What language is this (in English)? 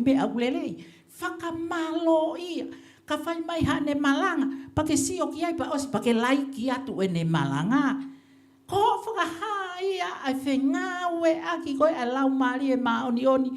Tongan